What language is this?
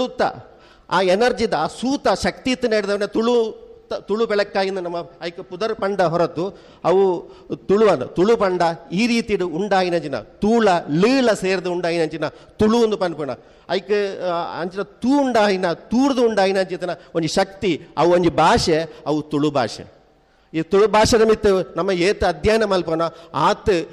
Tulu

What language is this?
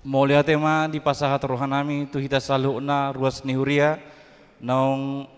Batak Toba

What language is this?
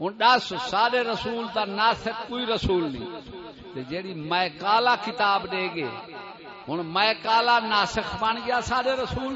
Saraiki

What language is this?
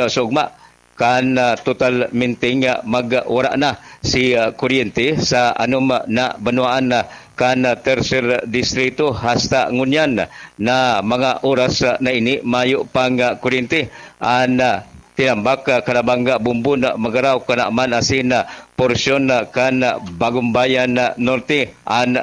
Bikol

